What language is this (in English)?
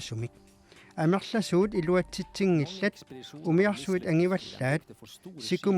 Kalaallisut